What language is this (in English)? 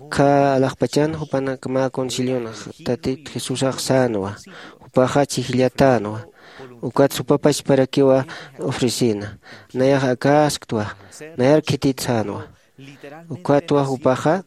Aymara